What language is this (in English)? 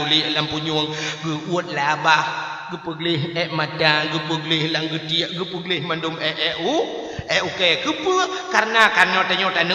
Achinese